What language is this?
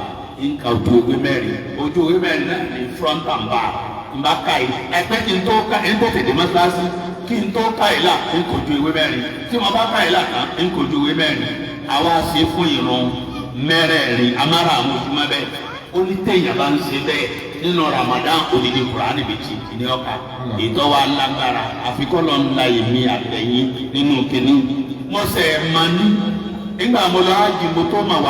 Yoruba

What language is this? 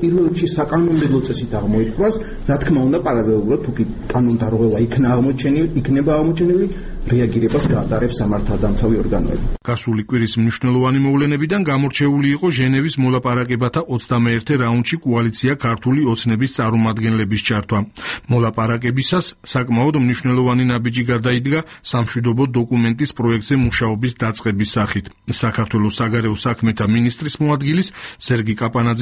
Georgian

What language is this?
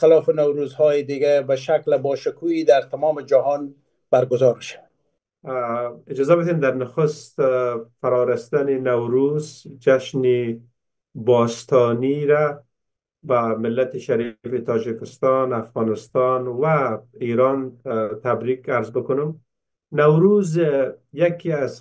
Persian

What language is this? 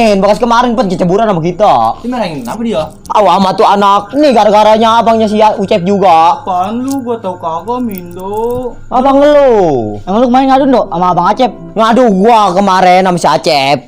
Betawi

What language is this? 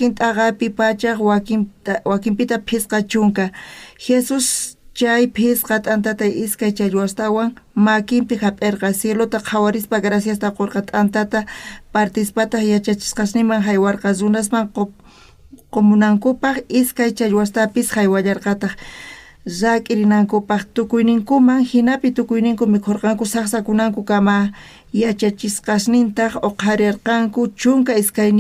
South Bolivian Quechua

